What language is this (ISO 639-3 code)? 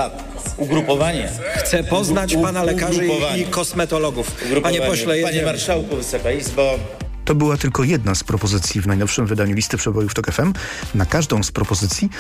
pol